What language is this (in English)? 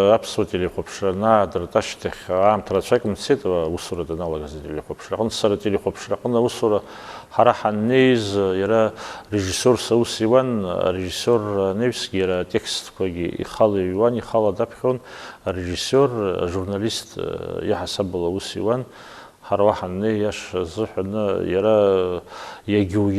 Abkhazian